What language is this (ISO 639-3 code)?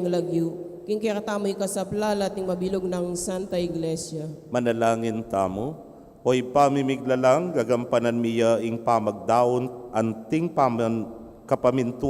pam